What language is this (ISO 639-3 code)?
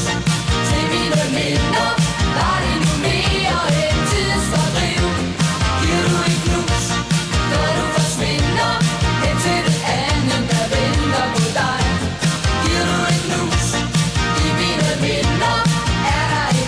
dan